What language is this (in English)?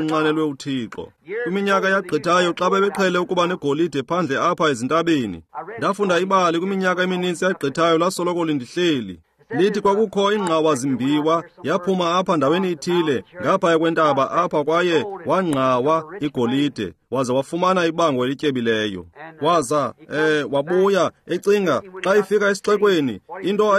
Xhosa